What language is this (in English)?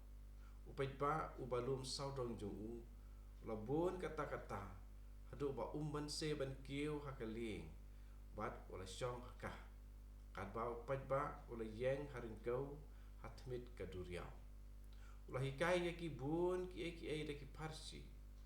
Khasi